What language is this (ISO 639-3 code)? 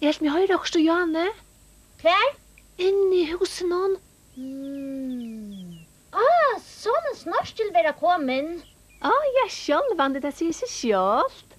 fao